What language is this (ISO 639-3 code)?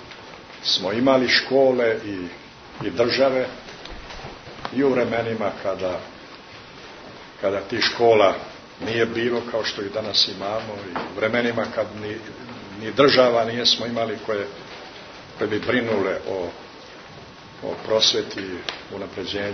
srp